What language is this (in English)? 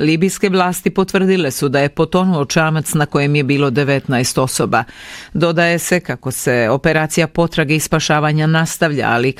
Bosnian